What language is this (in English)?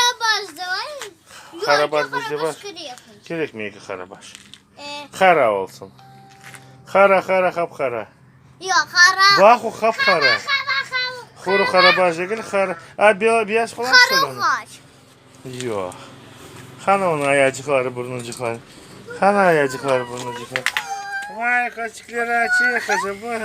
Crimean Tatar